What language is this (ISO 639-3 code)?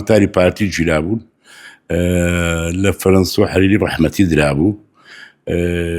ckb